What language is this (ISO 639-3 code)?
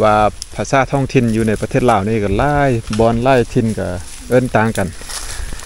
lao